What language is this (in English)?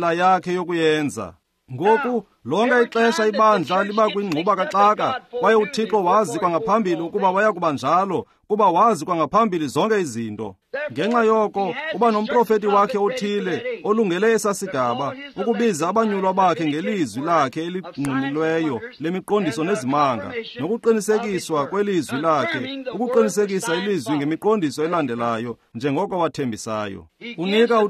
Xhosa